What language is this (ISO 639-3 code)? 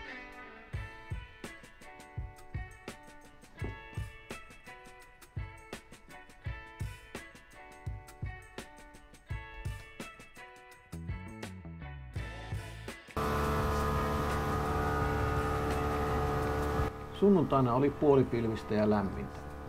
fin